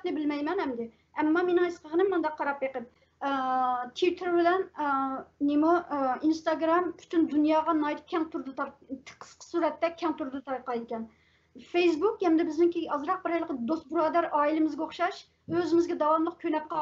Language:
Uyghur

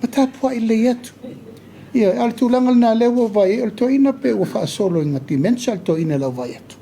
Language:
Samoan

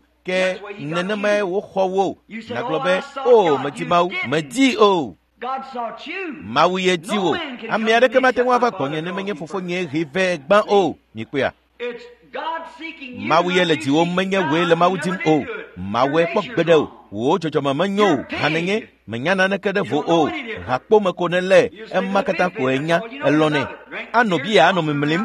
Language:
Ewe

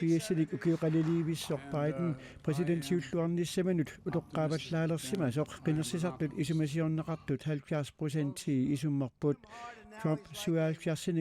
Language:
Kalaallisut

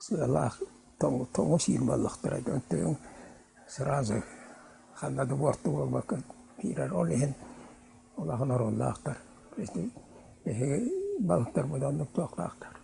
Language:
Yakut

